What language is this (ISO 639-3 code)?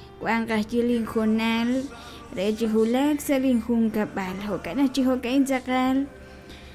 kek